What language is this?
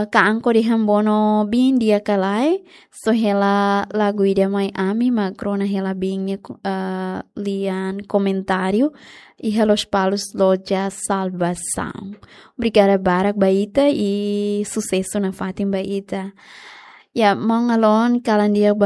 Tetum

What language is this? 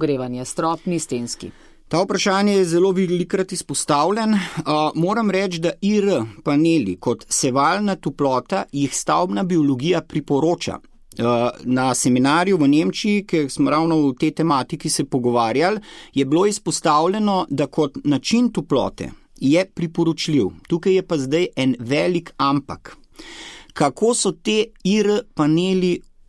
Slovenian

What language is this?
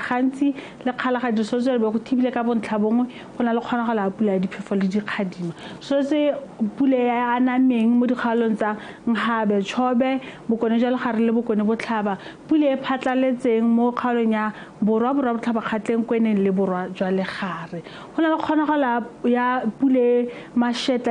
Tswana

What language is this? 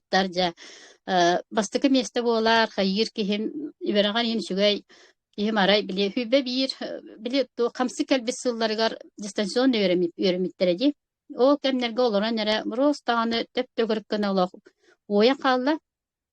Yakut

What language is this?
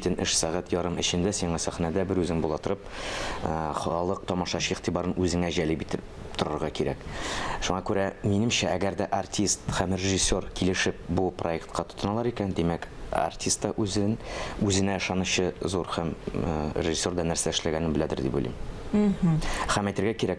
Tatar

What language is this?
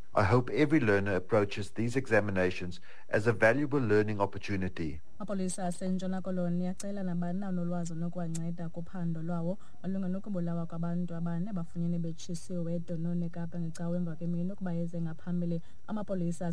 Xhosa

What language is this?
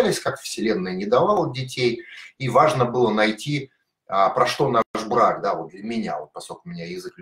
Russian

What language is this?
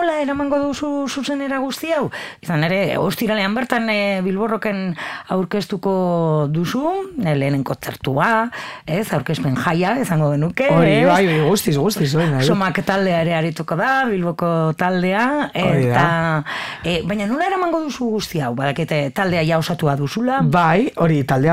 Basque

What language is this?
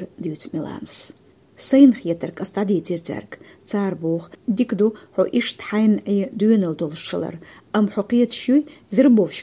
Chechen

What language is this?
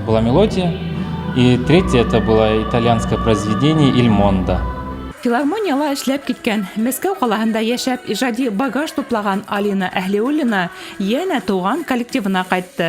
Bashkir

